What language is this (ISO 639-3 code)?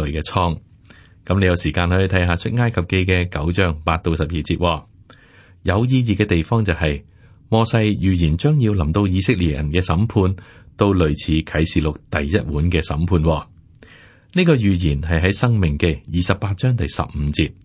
yue